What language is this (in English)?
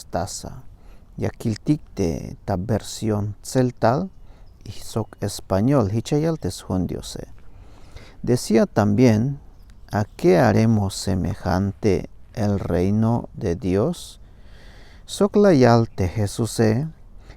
Tzeltal